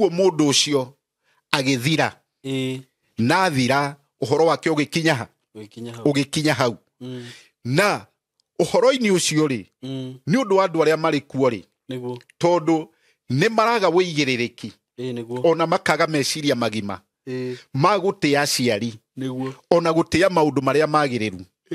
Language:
Kikuyu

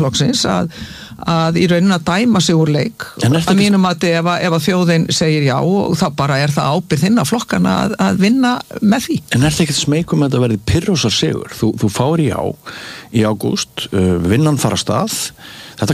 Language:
Icelandic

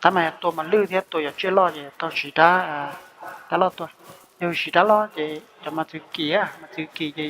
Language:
Hmong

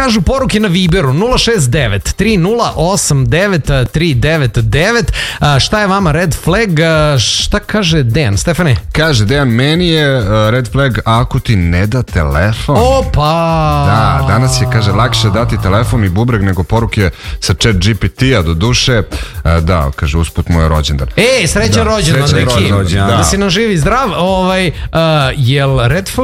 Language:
Serbian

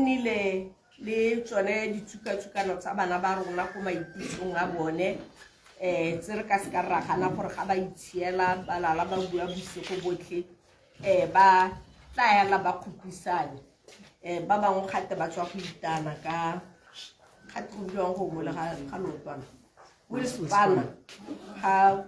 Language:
Tswana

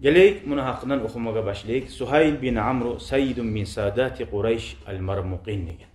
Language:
Kumyk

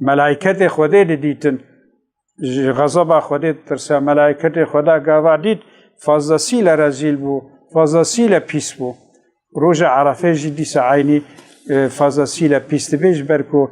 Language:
Kurdish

